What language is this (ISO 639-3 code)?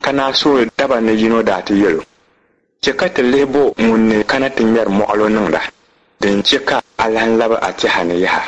dag